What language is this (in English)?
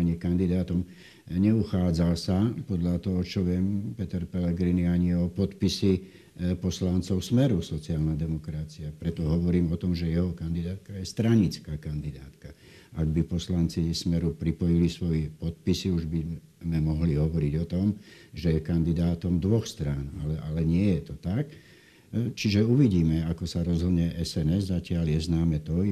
Slovak